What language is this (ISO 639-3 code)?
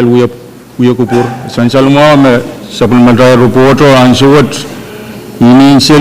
pon